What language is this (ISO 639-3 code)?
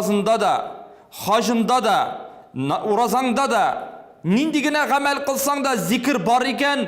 tat